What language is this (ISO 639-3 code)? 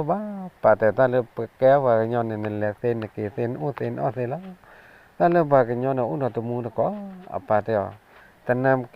ksw